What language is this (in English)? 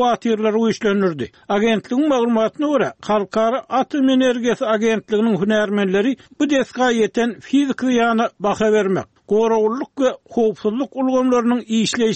Turkmen